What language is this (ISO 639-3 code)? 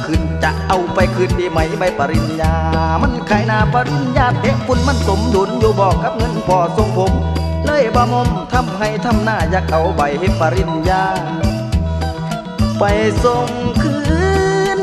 tha